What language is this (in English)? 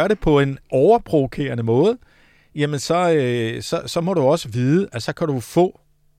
Danish